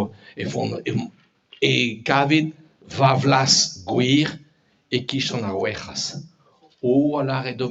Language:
Breton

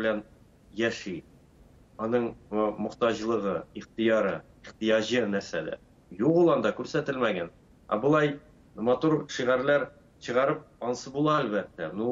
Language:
Tatar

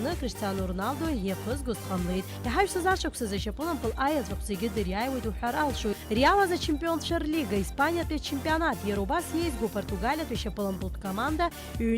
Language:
Abkhazian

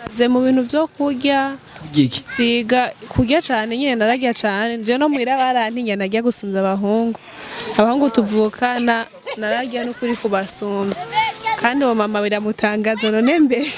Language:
Rundi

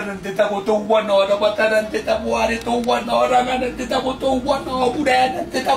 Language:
Gilbertese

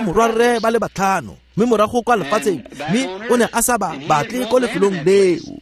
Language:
Tswana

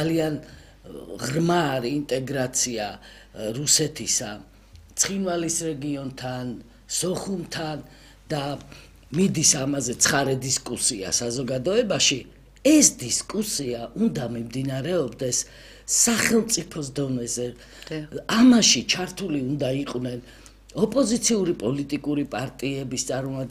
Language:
Georgian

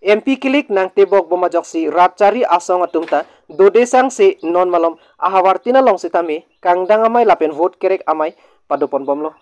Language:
Karbi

